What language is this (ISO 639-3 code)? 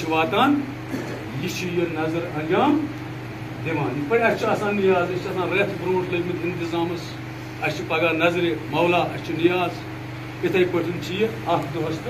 kas